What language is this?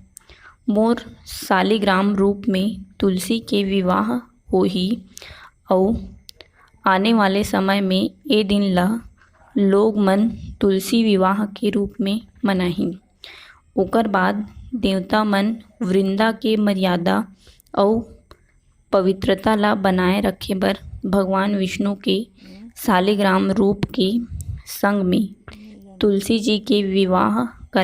Chhattisgarhi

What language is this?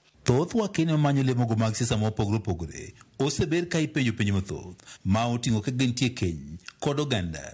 Luo (Kenya and Tanzania)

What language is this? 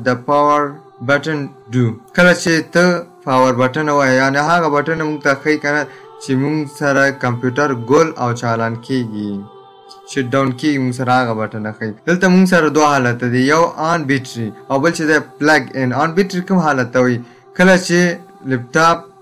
Pashto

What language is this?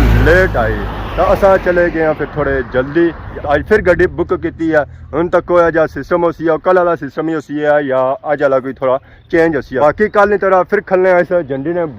Pahari-Potwari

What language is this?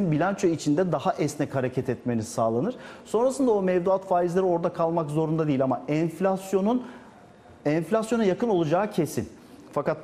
Turkish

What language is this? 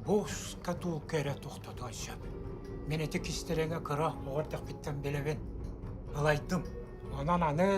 Yakut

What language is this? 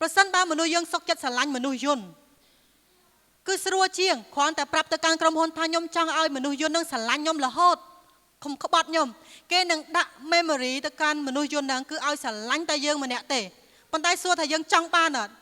Khmer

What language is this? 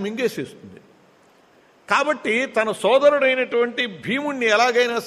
Telugu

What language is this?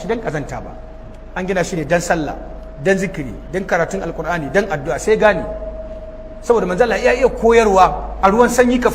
Hausa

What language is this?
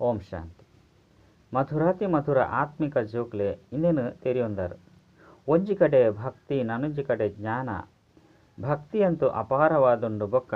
Tulu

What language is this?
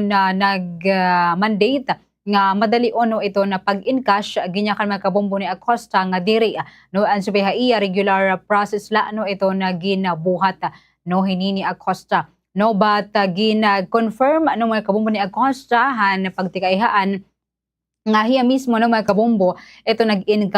Waray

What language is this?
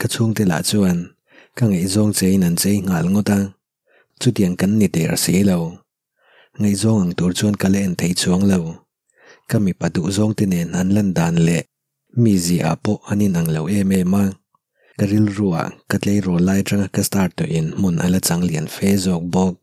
Mizo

